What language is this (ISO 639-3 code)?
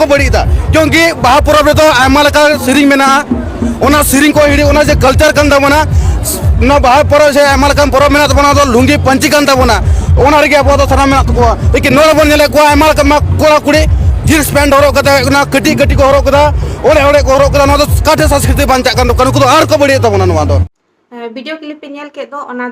sat